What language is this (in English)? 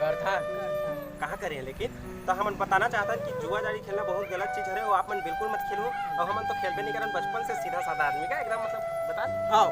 Chhattisgarhi